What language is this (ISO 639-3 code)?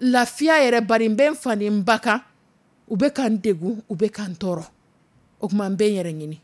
dyu